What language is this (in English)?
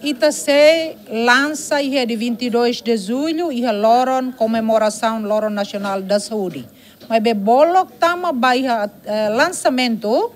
Tetum